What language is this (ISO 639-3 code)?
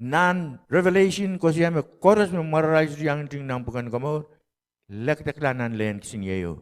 pon